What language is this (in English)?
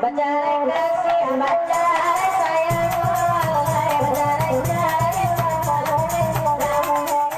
Minangkabau